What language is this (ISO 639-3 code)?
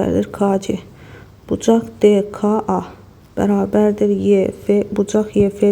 aze